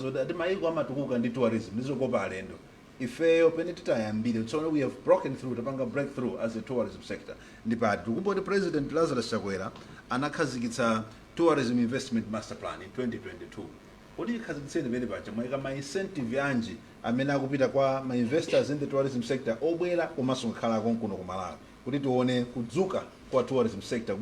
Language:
Nyanja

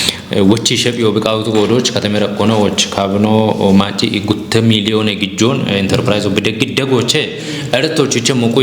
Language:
Kafa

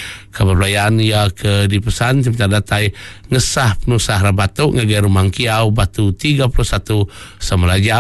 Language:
Iban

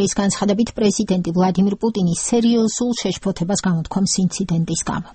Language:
Georgian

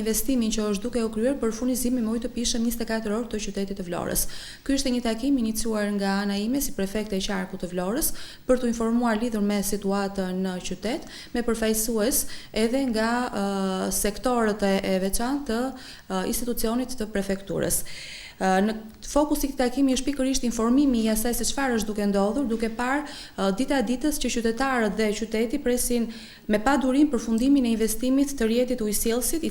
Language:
Albanian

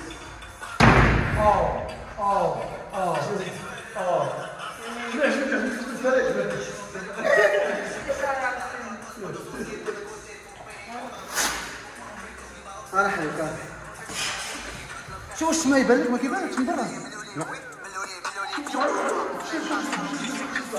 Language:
Moroccan Arabic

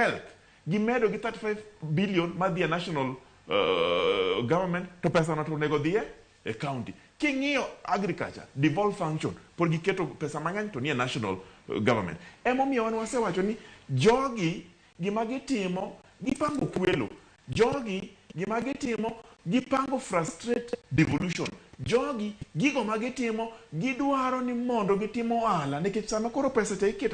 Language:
Luo (Kenya and Tanzania)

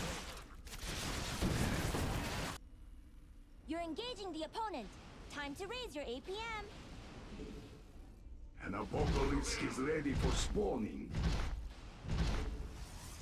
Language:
English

